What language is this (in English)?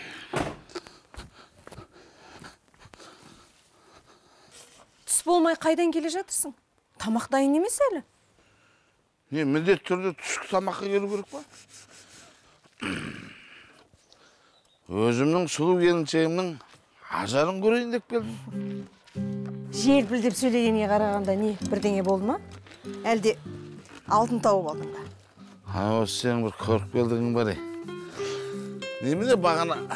Kazakh